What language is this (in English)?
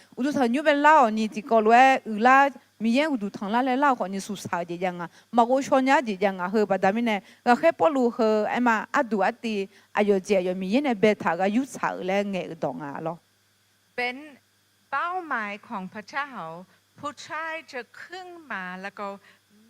Akha